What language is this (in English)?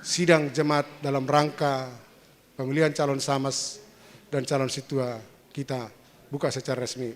Batak Simalungun